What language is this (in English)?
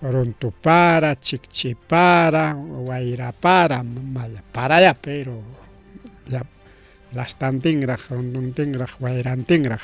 Ayacucho Quechua